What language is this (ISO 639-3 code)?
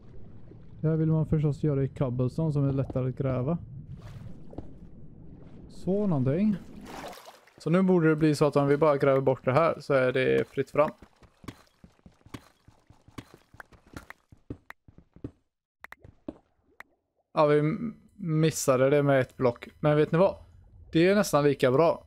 swe